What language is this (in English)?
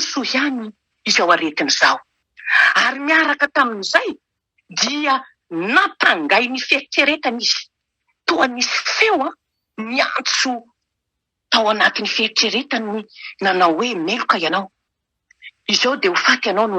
Malagasy